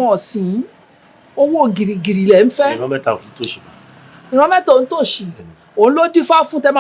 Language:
Yoruba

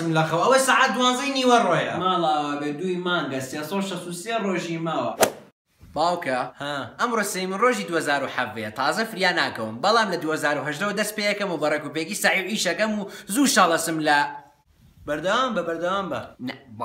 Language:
Central Kurdish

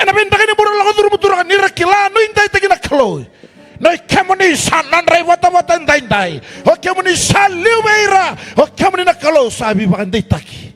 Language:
Fijian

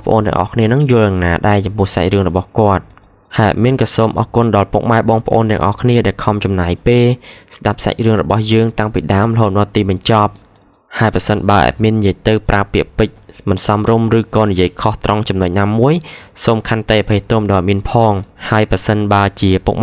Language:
Khmer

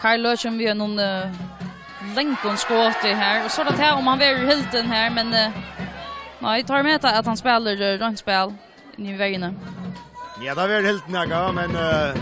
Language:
Faroese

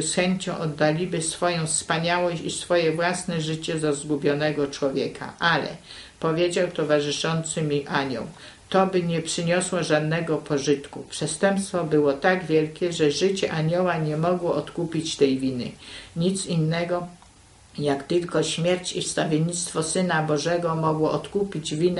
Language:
Polish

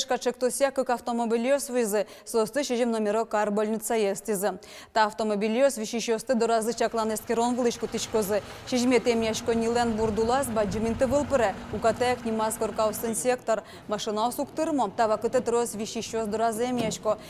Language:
Udmurt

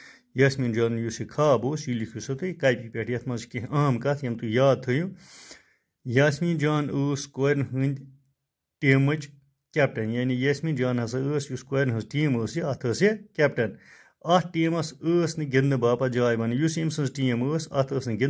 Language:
Kashmiri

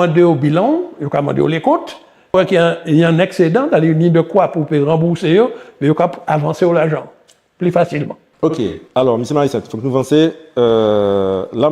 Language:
Guadeloupean Creole French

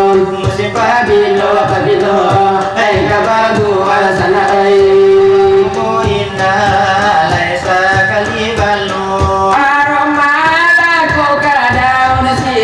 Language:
Minangkabau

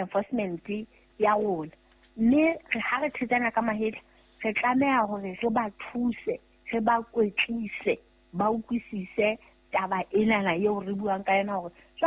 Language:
Southern Sotho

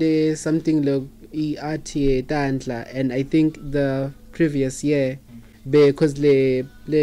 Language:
Swati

